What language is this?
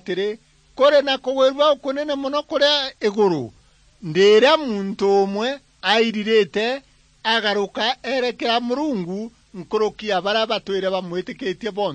Meru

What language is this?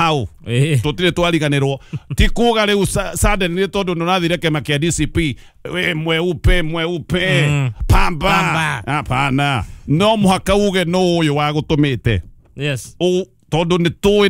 Kikuyu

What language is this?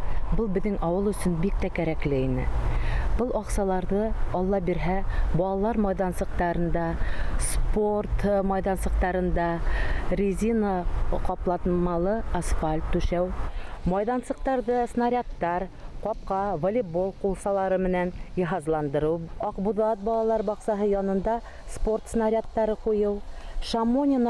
Bashkir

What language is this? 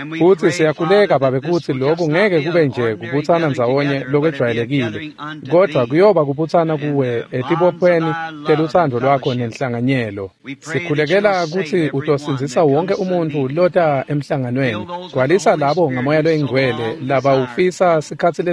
Swati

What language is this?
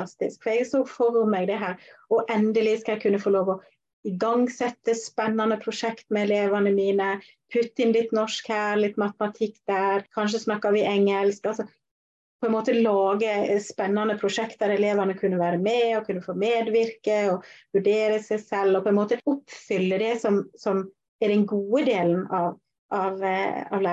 Norwegian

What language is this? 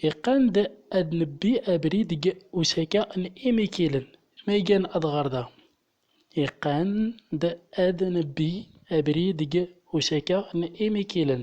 Central Atlas Tamazight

